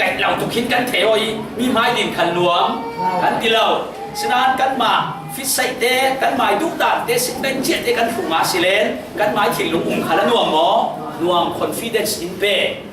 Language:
Falam Chin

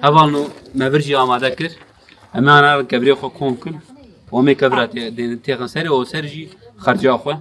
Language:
Kurdish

